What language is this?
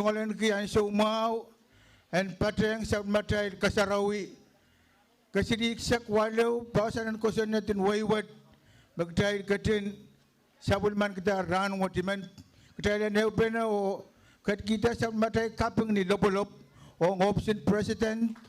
Pohnpeian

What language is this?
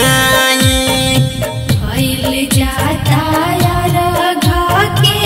Bhojpuri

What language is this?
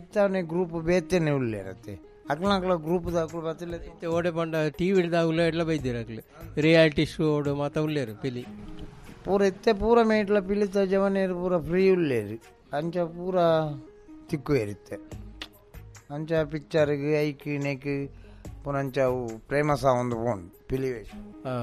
Tulu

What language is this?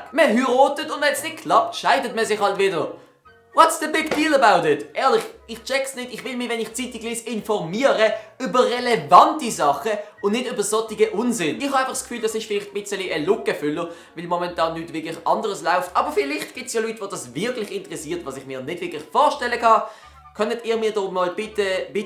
Swiss German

